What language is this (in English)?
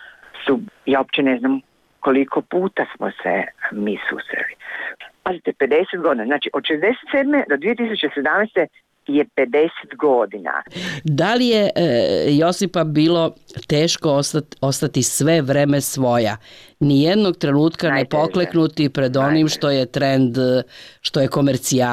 Croatian